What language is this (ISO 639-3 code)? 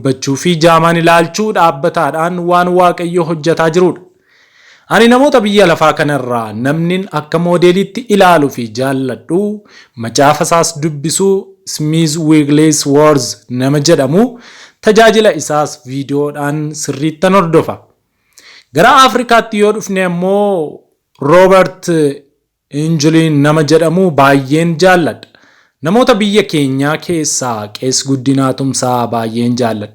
orm